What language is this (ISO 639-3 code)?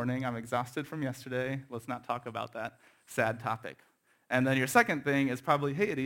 eng